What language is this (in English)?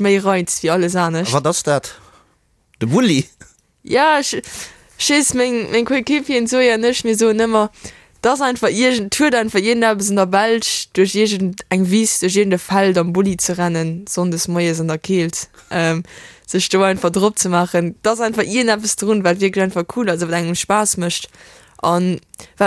Luxembourgish